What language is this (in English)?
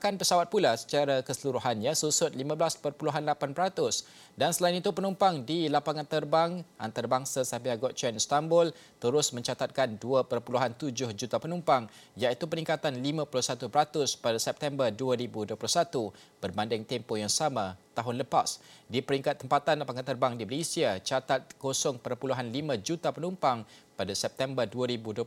Malay